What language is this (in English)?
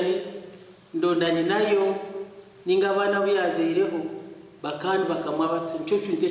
Nyankole